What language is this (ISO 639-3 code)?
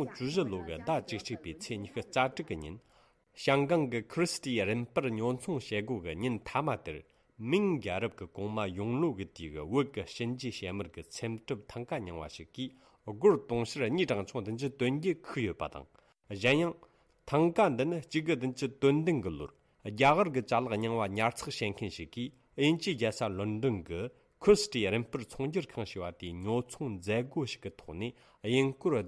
bod